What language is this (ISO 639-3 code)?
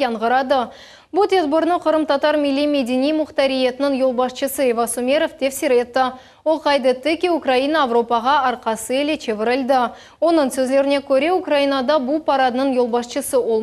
crh